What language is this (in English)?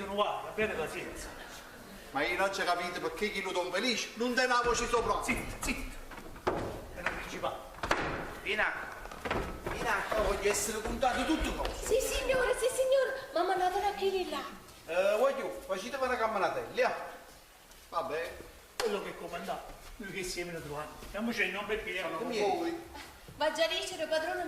Neapolitan